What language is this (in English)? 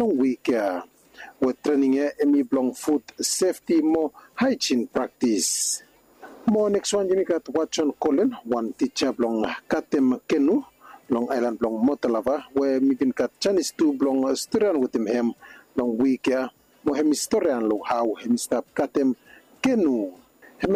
Bislama